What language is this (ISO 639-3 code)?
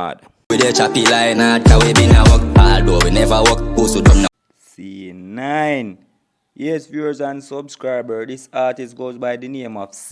jam